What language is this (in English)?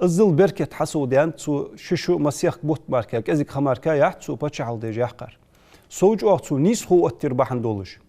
Ingush